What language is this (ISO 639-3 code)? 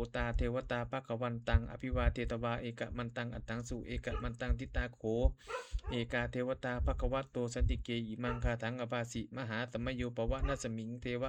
pli